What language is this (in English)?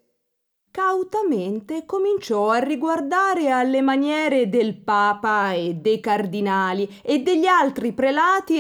Italian